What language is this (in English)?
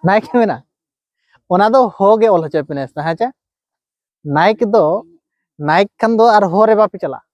Santali